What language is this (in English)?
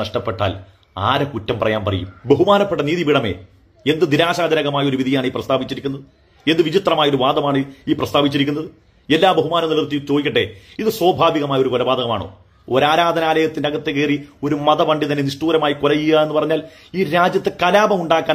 Malayalam